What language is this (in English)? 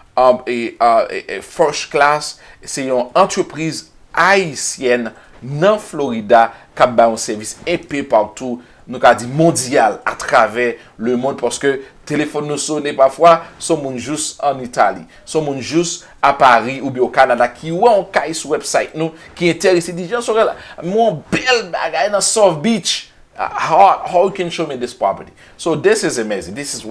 Haitian Creole